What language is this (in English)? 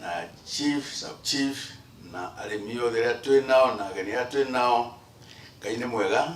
Kikuyu